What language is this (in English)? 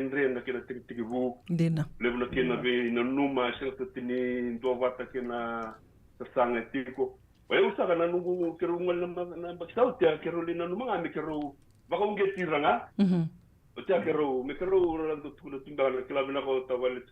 Fijian